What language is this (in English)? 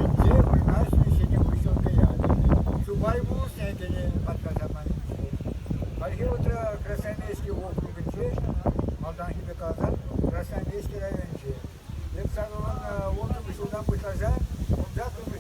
Chuvash